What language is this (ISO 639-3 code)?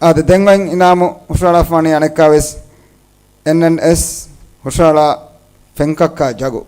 div